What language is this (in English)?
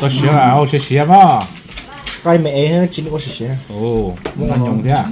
Hmong